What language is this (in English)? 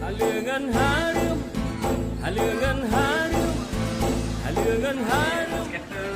Achinese